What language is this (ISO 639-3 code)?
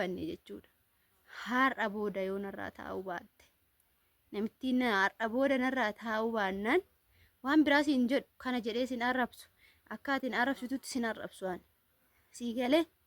orm